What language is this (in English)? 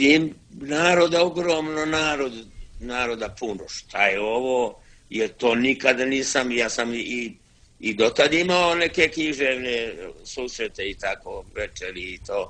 Serbian